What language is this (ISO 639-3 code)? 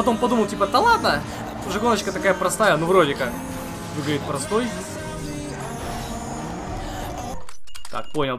rus